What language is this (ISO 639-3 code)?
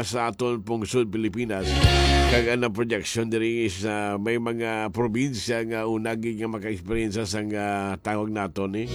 hil